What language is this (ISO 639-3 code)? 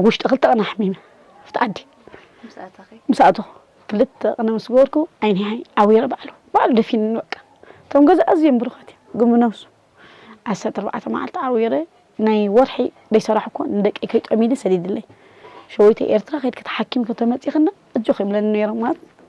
tir